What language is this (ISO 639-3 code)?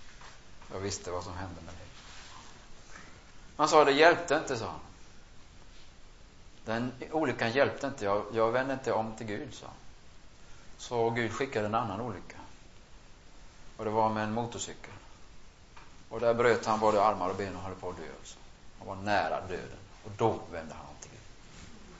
swe